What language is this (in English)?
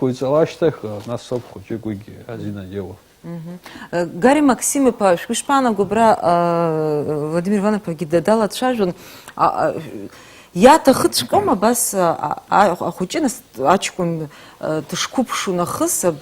Abkhazian